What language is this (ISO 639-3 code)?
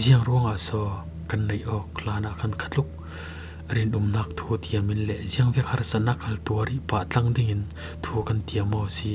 cfm